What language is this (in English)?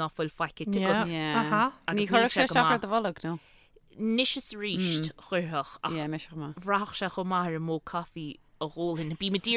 Irish